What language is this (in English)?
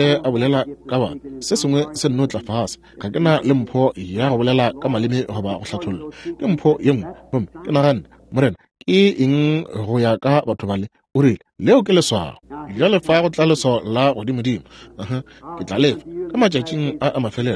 Northern Sotho